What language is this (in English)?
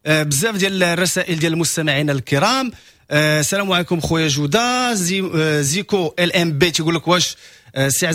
Moroccan Arabic